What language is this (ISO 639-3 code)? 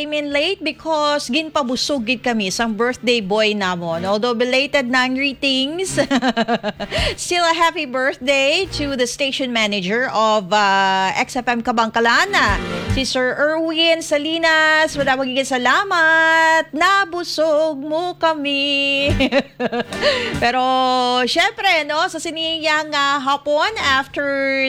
hil